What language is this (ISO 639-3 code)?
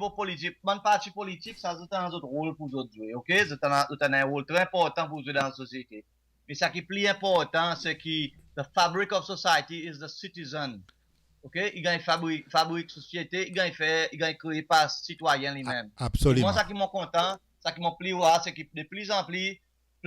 crs